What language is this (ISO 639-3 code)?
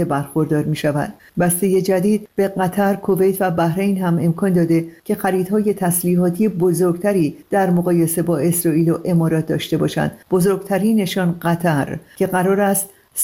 fas